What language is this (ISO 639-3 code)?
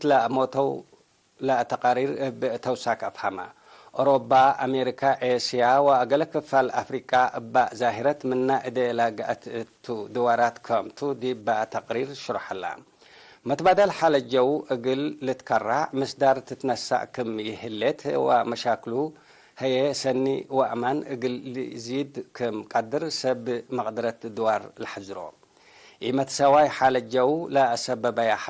tig